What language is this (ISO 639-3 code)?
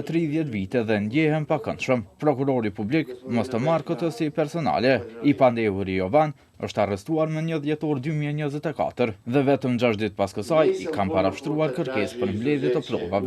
sqi